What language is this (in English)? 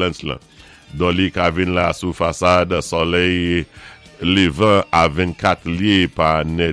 Saint Lucian Creole French